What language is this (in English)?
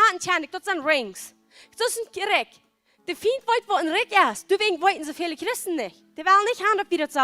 Plautdietsch